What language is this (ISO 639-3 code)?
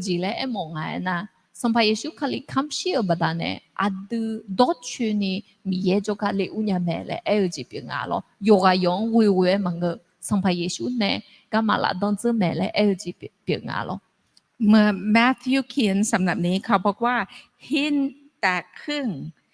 ahk